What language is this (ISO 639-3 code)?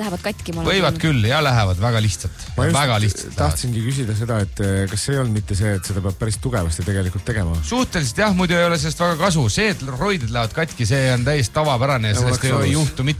est